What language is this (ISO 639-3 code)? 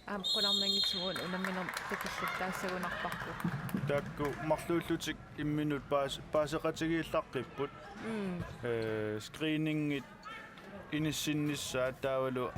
kal